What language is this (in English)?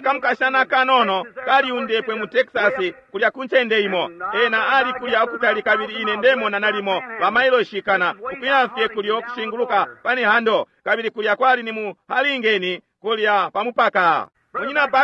Bemba